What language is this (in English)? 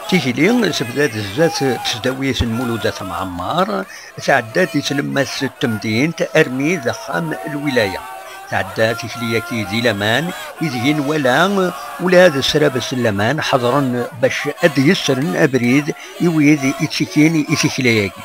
Kabyle